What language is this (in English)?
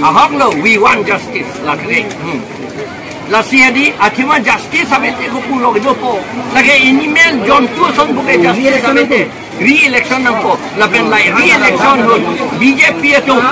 Karbi